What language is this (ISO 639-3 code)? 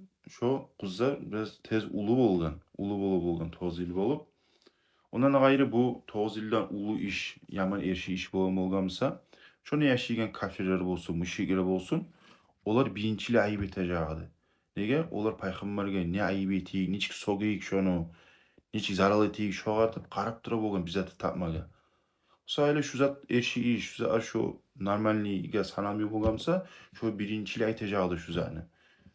kum